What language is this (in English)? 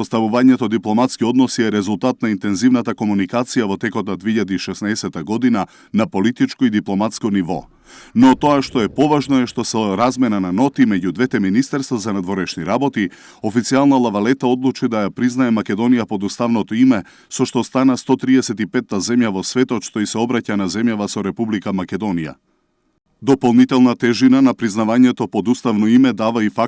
Macedonian